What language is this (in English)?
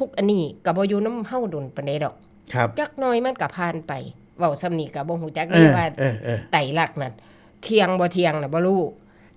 Northeastern Thai